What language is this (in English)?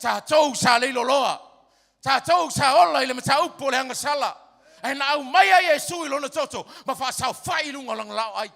Samoan